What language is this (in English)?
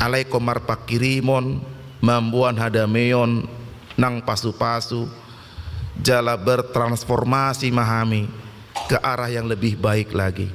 Batak Toba